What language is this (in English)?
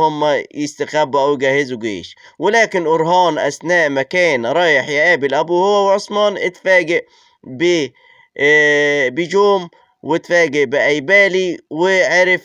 Egyptian Arabic